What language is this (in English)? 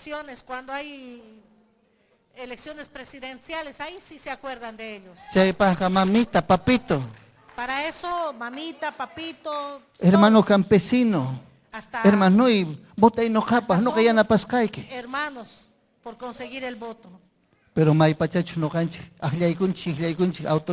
Ayacucho Quechua